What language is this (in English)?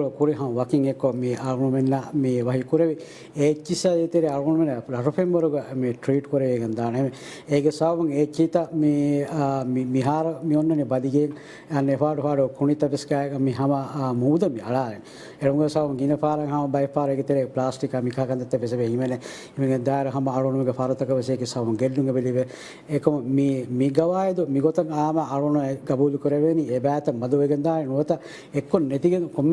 Divehi